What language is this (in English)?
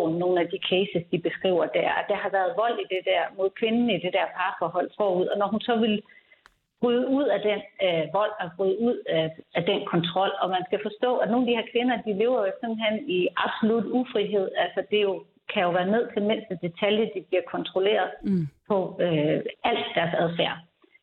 Danish